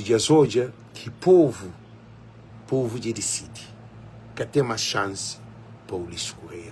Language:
Kabuverdianu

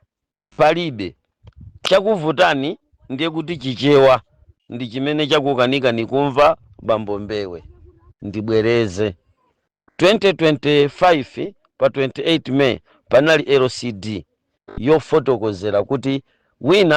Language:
Nyanja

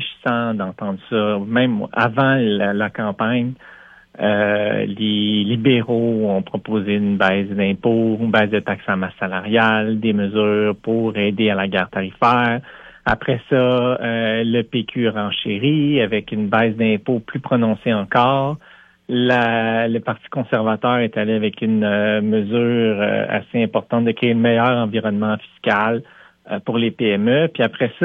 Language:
French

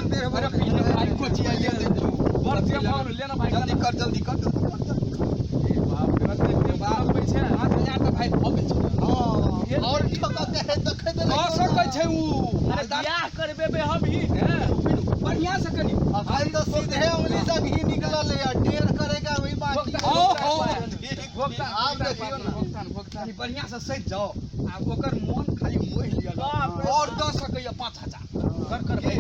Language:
Maithili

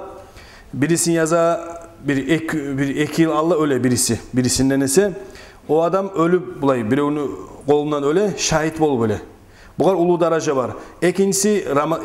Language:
Kumyk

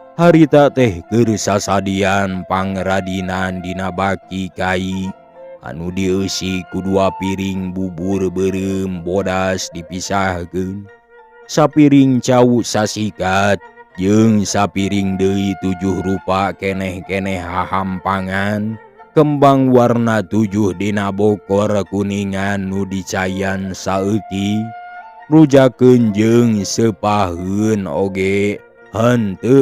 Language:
Sundanese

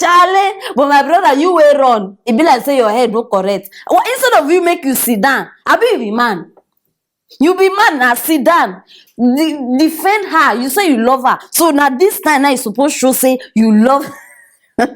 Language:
Nigerian Pidgin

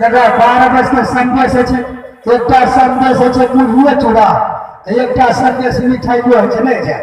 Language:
Maithili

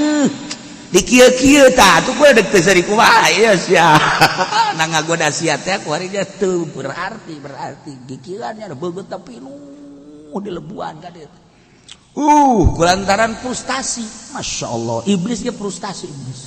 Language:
Sundanese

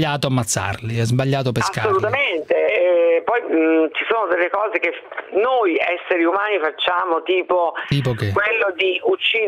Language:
Italian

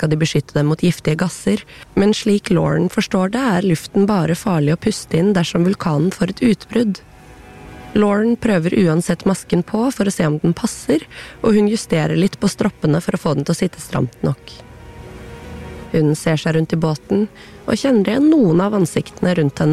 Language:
Norwegian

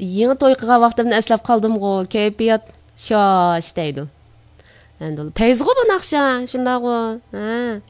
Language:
Uyghur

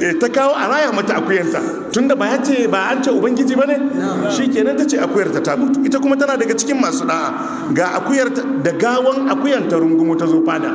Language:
Hausa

